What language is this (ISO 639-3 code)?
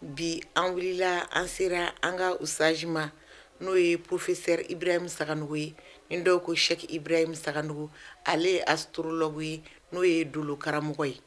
bam